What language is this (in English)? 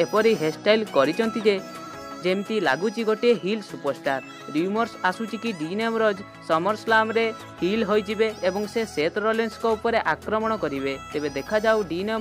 Odia